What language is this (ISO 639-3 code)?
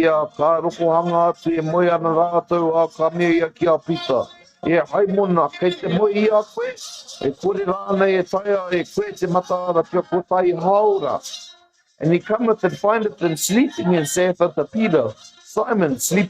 mri